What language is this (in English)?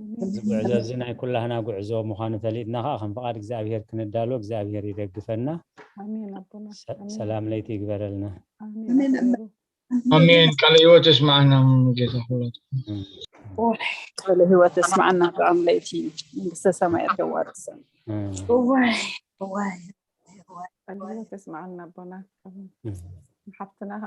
Tigrinya